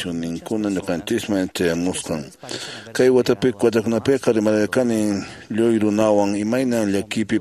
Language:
Quechua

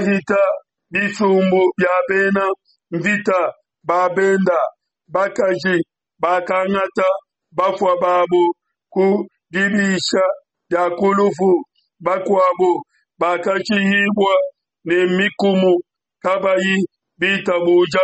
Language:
Luba-Lulua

